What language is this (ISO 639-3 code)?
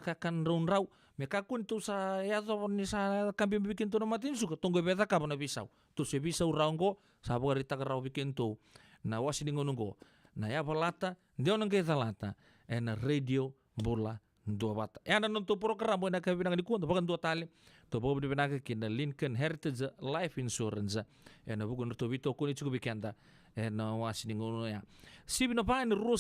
fij